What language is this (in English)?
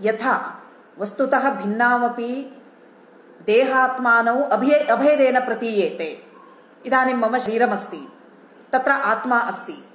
Sanskrit